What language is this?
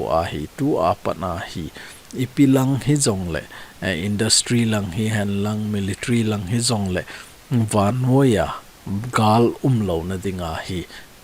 Thado Chin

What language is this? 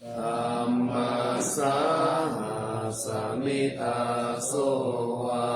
Pali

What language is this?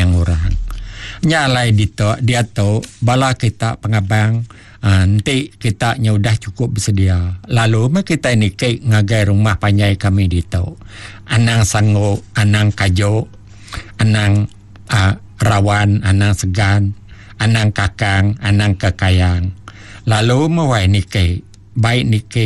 Iban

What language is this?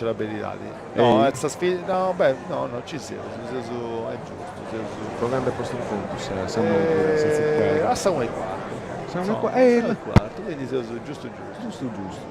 Sardinian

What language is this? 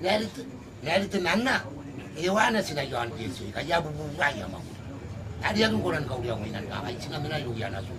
Gilbertese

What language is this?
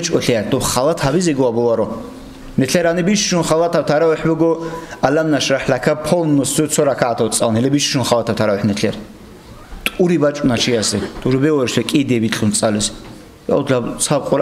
Avaric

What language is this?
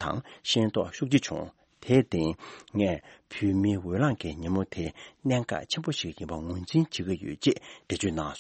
Tibetan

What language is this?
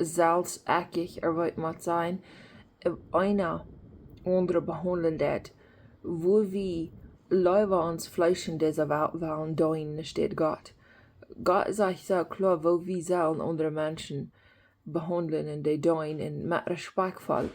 Plautdietsch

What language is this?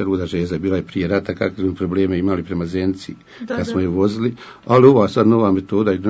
Bosnian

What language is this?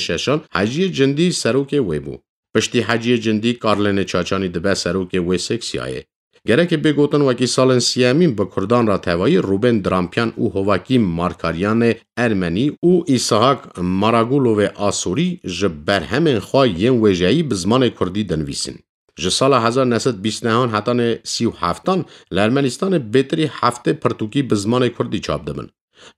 Kurdish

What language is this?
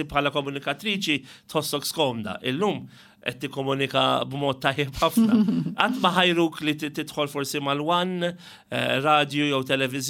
Maltese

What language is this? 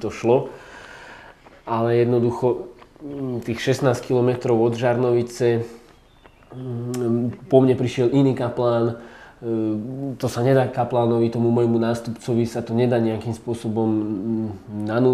Slovak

